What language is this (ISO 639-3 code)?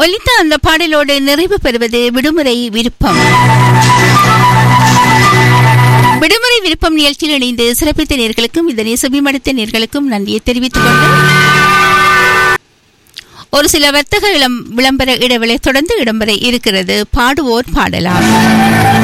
tam